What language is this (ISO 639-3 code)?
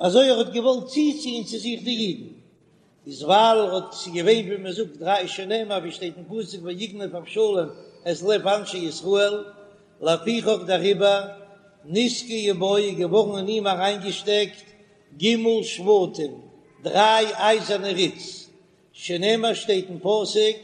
yid